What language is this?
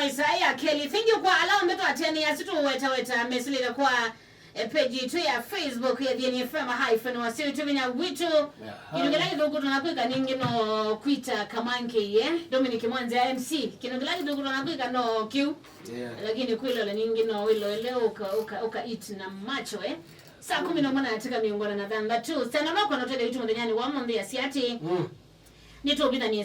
Kamba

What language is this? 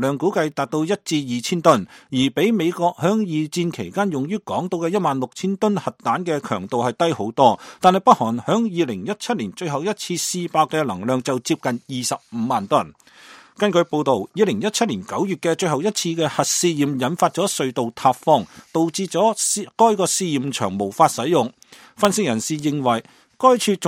Cantonese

